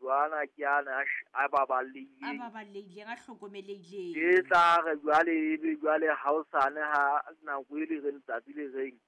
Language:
Southern Sotho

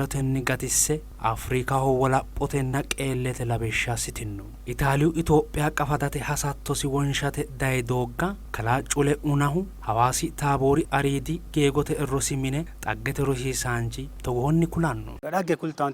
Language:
Sidamo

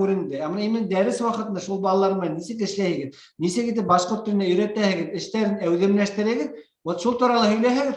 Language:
Bashkir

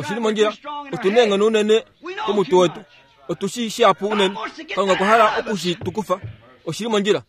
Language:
Kuanyama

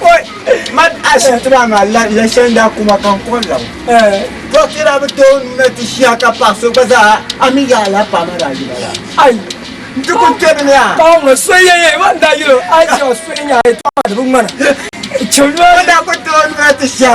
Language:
Dagbani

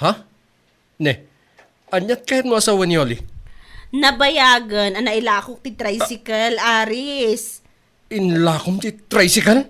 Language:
Iloko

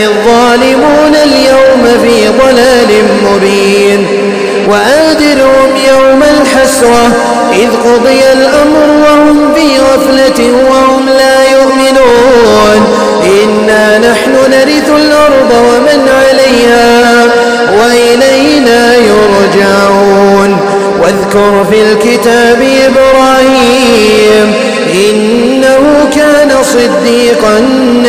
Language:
Arabic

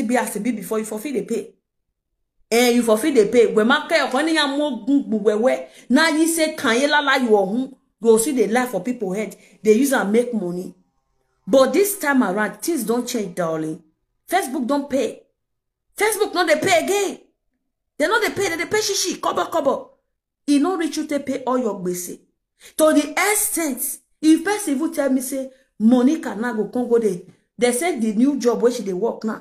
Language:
Nigerian Pidgin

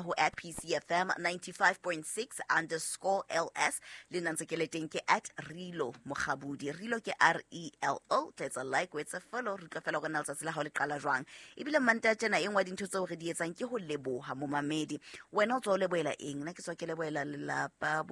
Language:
Southern Sotho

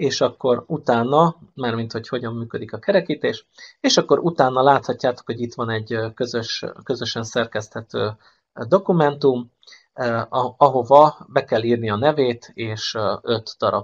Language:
Hungarian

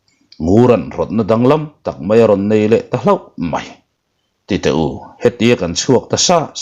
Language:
Mizo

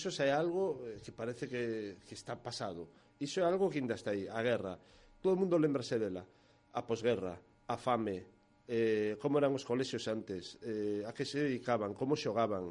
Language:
Galician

